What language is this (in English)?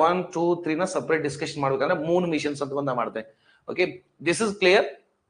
Kannada